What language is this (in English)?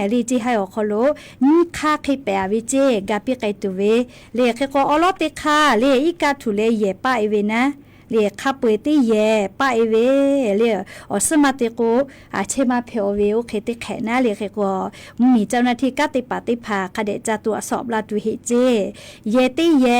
Lahu